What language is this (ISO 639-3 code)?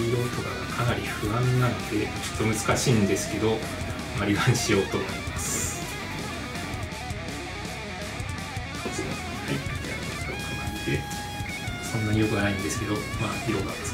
jpn